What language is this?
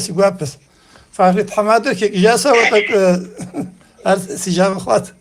Kabardian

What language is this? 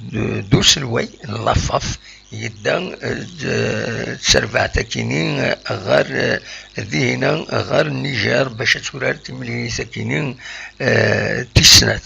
Kabyle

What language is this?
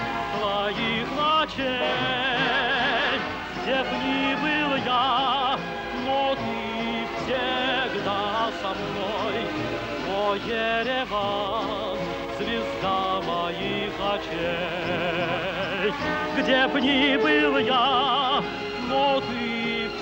Russian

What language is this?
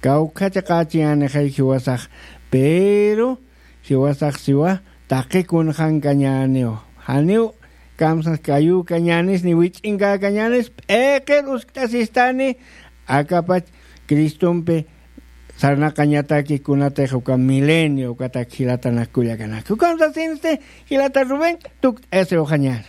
Aymara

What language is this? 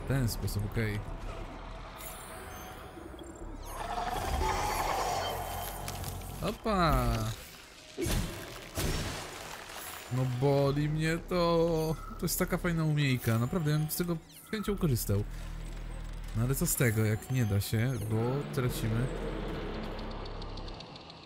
Polish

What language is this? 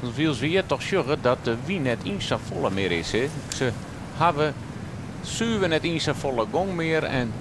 Western Frisian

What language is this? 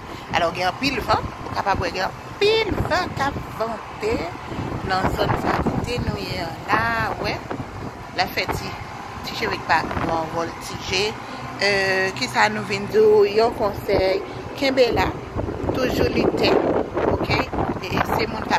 Haitian Creole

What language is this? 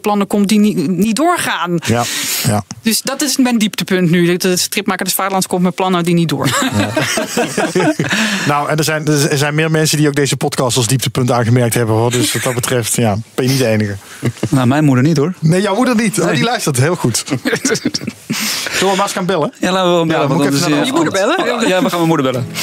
Dutch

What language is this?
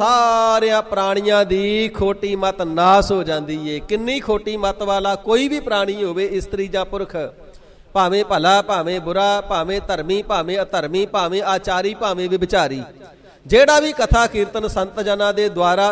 Punjabi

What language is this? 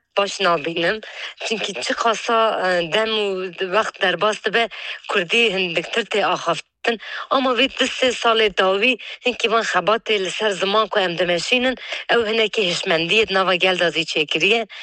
Kurdish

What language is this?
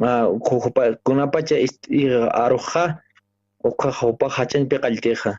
Aymara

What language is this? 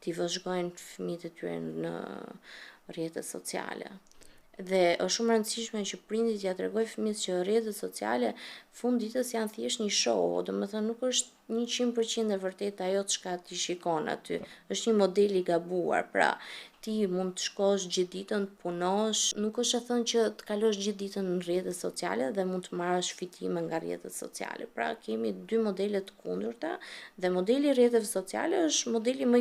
Albanian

